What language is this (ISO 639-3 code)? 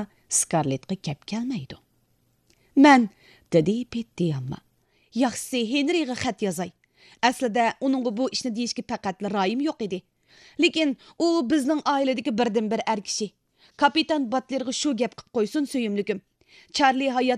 uig